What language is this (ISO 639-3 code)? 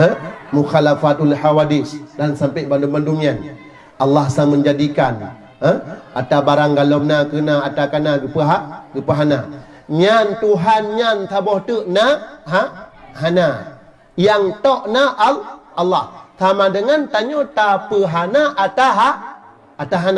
ace